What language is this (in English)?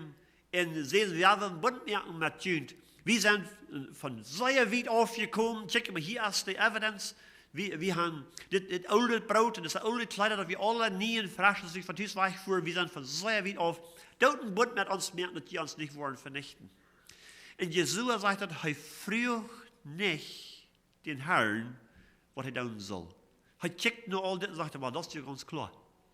Plautdietsch